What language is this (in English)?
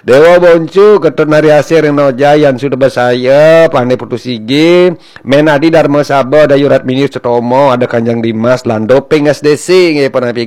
Balinese